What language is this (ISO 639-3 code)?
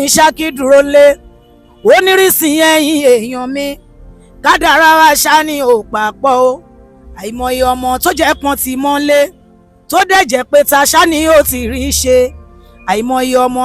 yor